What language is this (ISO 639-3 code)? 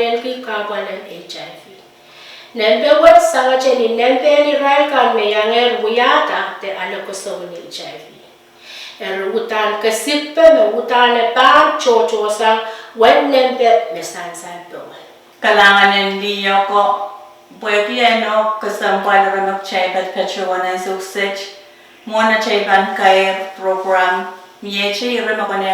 pon